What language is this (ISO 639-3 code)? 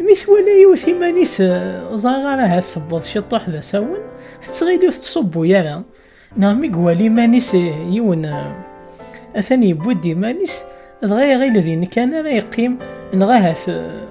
kab